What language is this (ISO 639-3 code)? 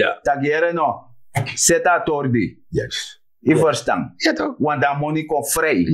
srn